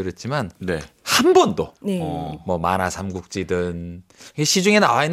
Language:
Korean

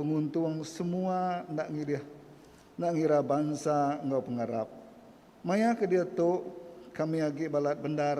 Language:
Iban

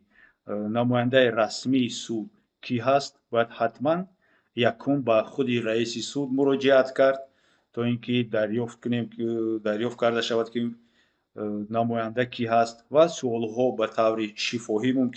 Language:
Tajik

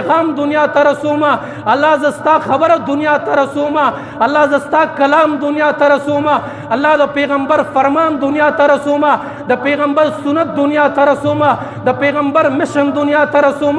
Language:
Pashto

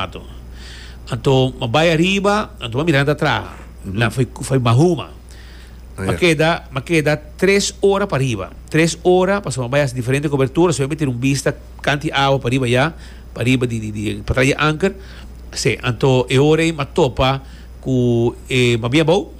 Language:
Papiamento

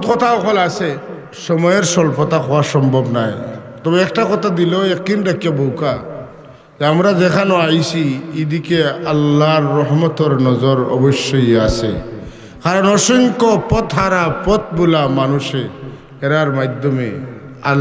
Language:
Sylheti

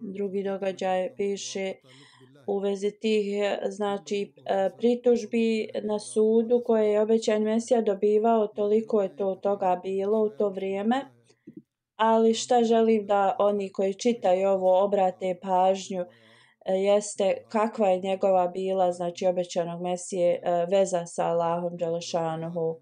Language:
Bosnian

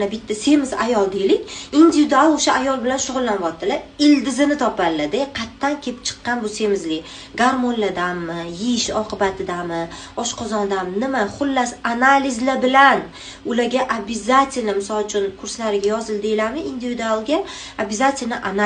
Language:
Uzbek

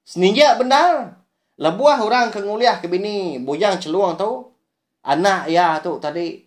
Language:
Iban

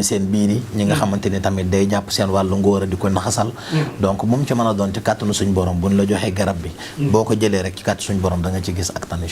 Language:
Wolof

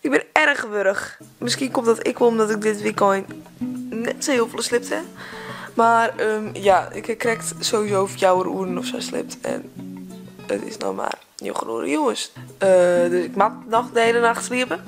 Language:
Western Frisian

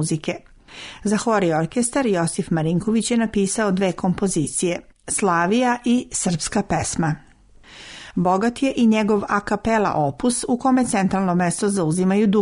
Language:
Serbian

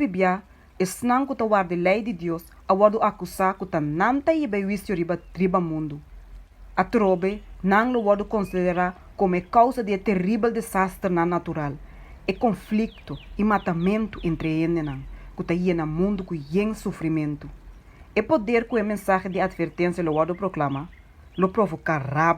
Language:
Papiamento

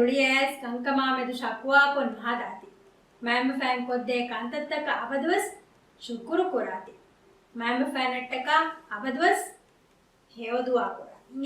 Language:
Divehi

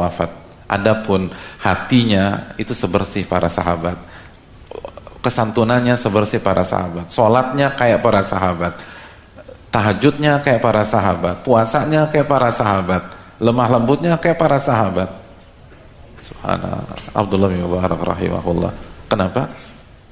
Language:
Indonesian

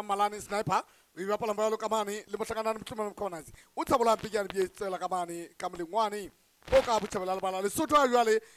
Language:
Southern Sotho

